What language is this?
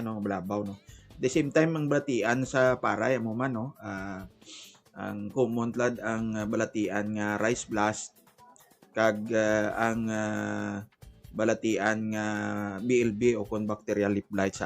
Hiligaynon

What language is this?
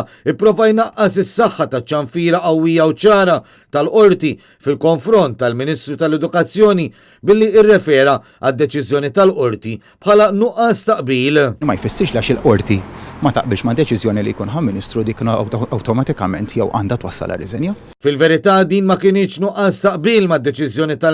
Maltese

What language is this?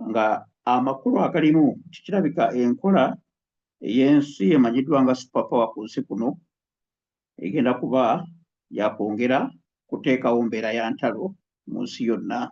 Ganda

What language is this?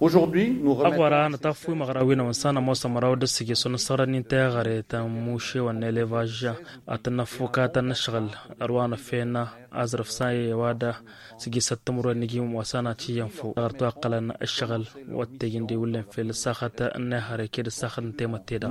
Tamasheq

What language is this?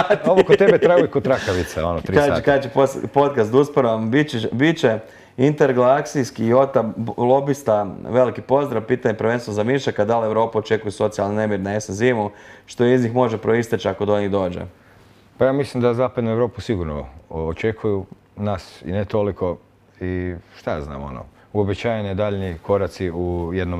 Croatian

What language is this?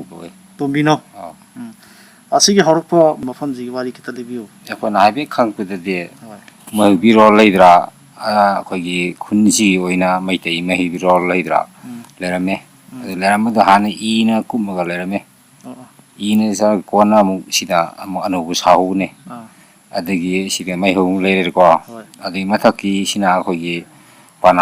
Manipuri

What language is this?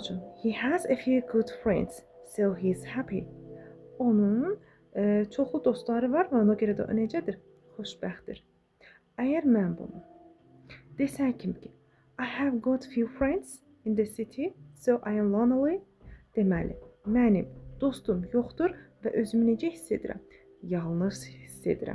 Azerbaijani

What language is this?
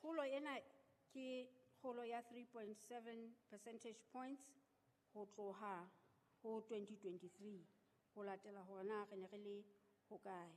Southern Sotho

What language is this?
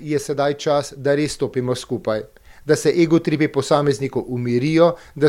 Slovenian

